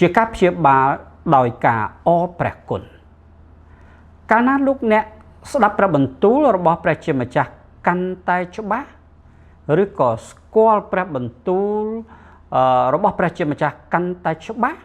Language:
Khmer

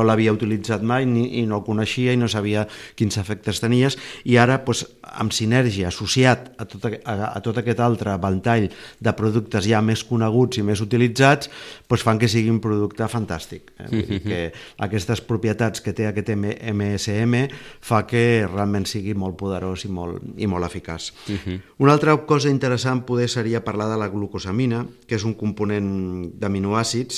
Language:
Catalan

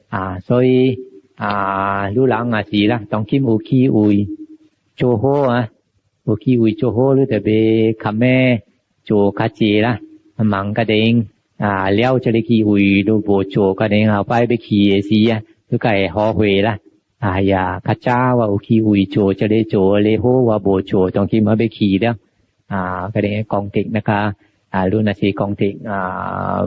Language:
Min Nan Chinese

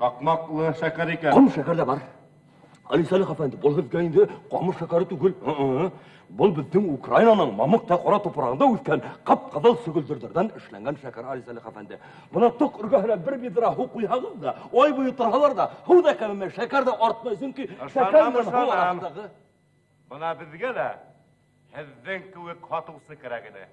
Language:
Bashkir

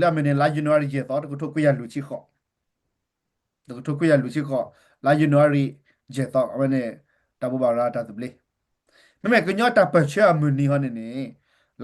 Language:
S'gaw Karen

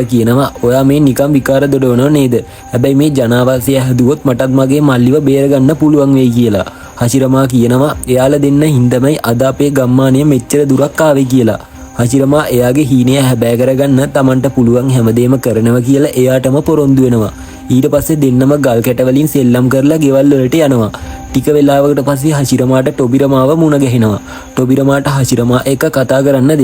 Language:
Sinhala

